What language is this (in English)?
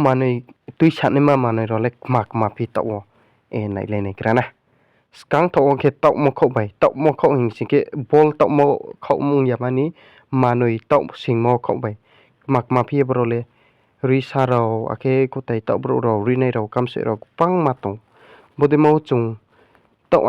Riang (India)